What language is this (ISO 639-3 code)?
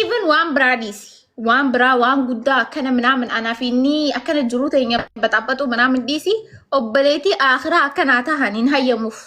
orm